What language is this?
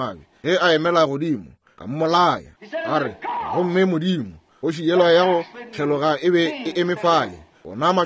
Northern Sotho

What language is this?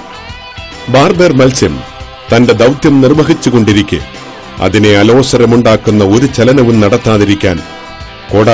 Malayalam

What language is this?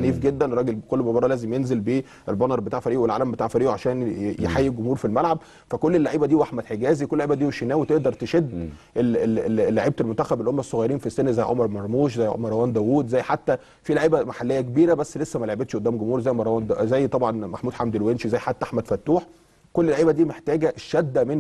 Egyptian Arabic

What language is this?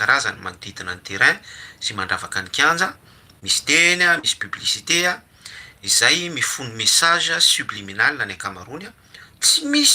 Malagasy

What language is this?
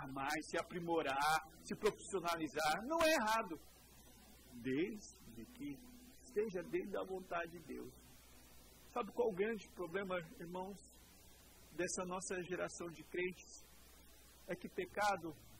Portuguese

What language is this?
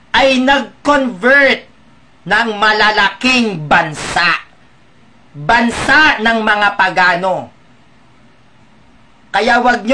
Filipino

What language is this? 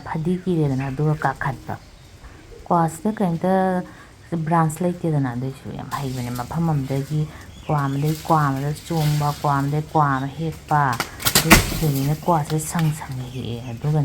Manipuri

